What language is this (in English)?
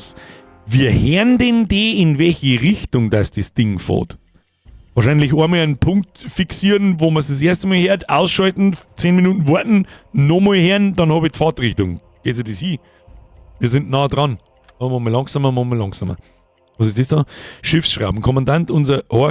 Bavarian